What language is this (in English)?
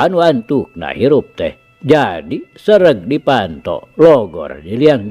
Sundanese